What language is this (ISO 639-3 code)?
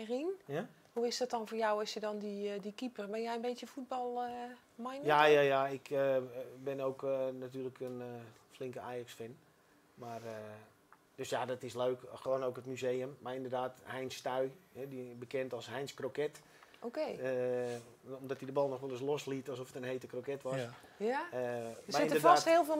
nld